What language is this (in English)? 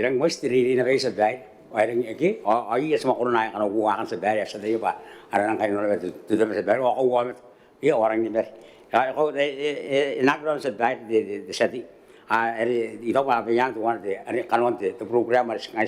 Gilbertese